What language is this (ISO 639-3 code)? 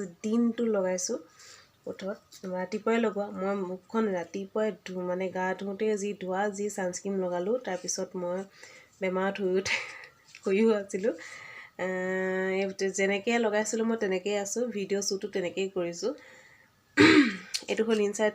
asm